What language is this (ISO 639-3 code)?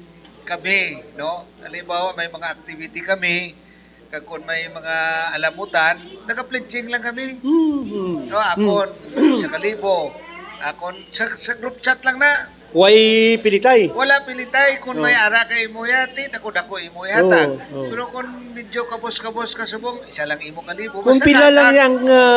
hil